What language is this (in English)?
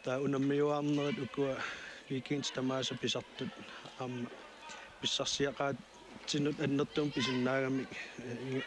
Kalaallisut